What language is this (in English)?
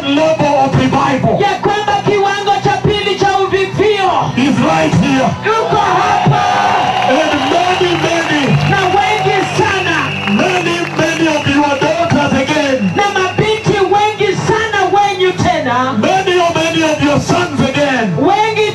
Swahili